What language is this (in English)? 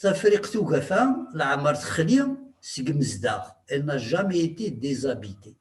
Kabyle